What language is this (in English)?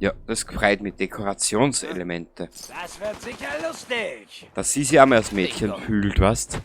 Bavarian